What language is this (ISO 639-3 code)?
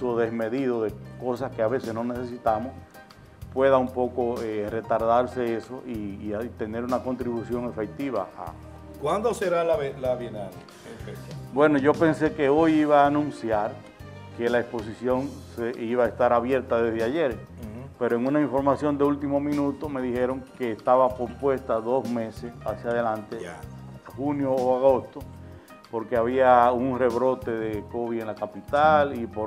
spa